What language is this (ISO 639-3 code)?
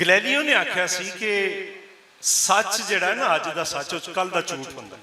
lah